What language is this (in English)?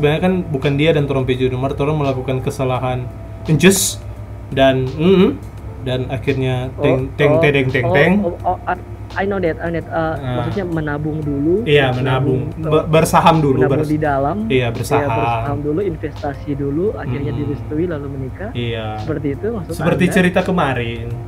Manado Malay